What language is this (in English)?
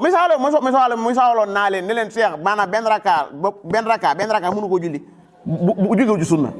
Wolof